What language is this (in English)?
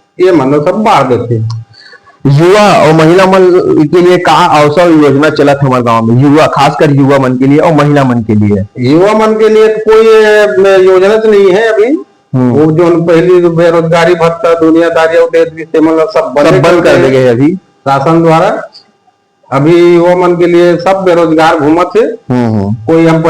Chhattisgarhi